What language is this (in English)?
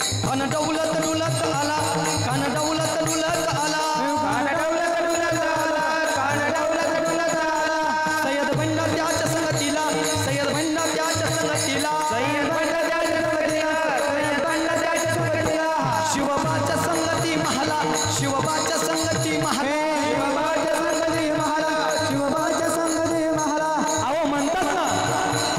Marathi